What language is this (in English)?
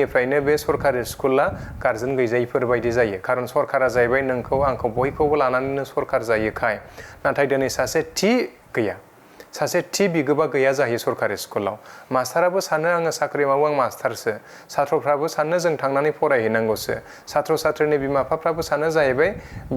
Bodo